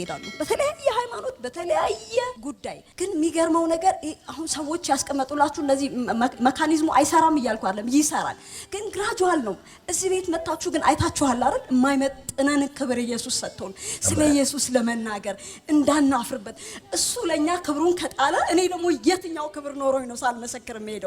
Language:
Amharic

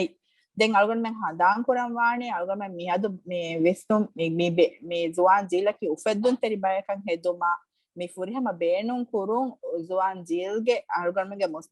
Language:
Divehi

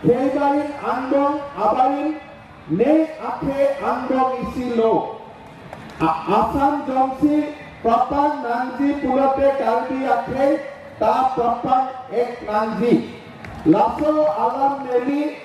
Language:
Karbi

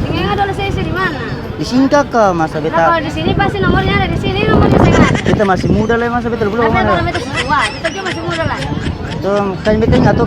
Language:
Ambonese Malay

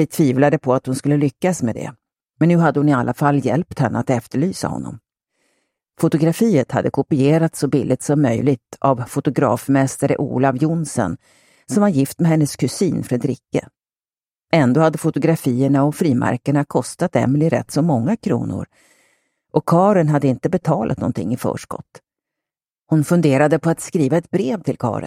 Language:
Swedish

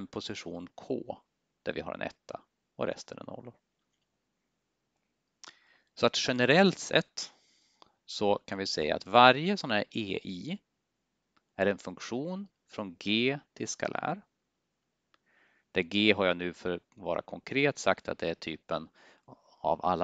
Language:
Swedish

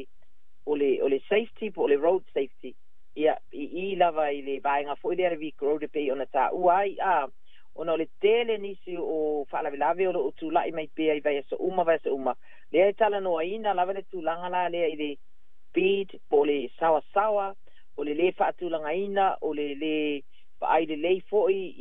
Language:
Samoan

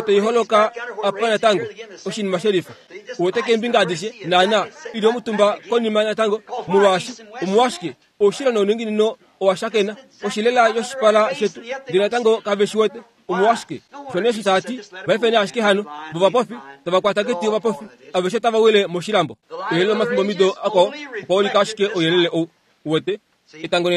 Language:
Kuanyama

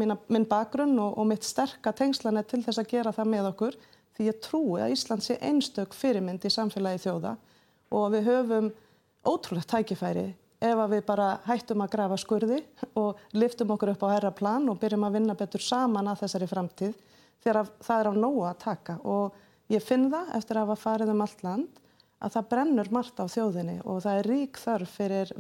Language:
Icelandic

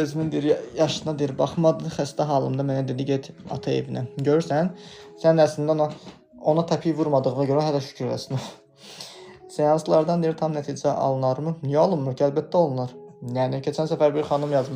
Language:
Azerbaijani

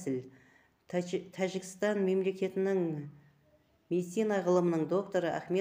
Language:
Kazakh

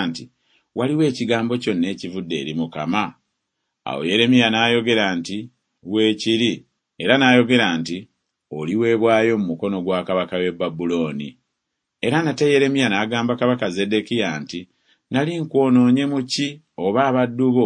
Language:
Ganda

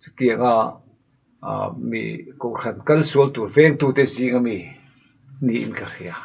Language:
Mizo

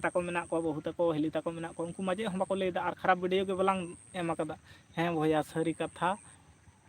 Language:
Santali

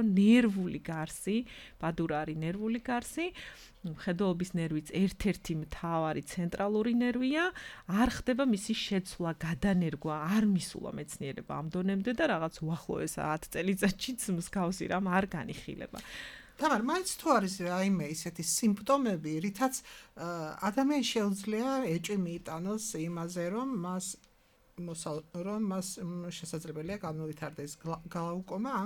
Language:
Georgian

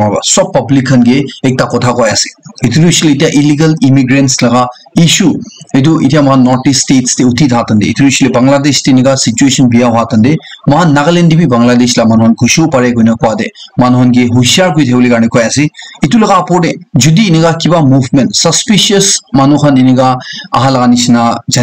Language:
Naga Pidgin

